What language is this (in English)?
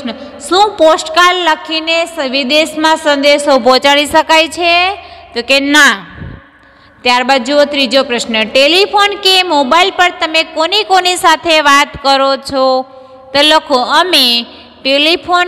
Gujarati